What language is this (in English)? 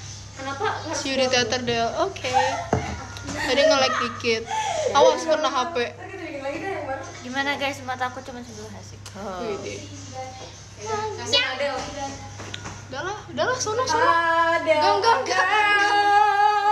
Indonesian